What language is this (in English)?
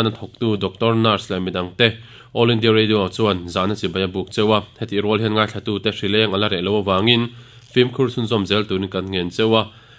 Mizo